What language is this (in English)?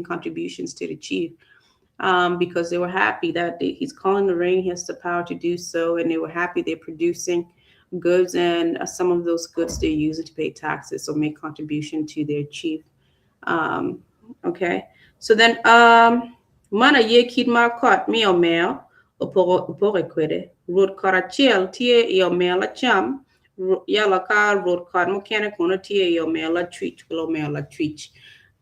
Acoli